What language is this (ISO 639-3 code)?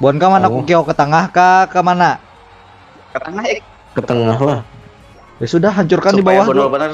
bjn